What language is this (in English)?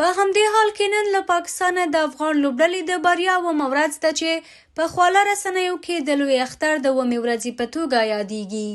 Pashto